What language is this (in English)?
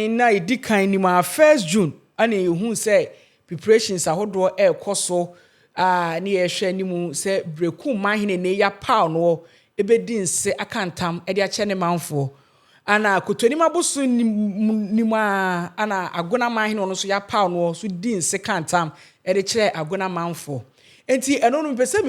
Akan